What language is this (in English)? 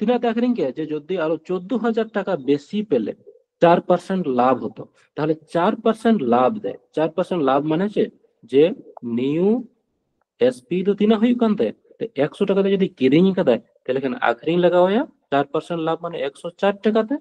Santali